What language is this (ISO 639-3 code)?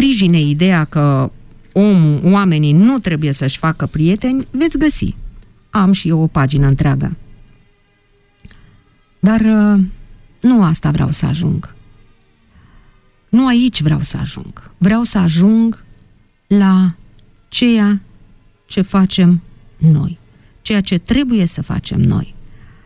ron